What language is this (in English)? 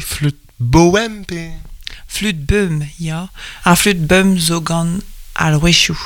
Breton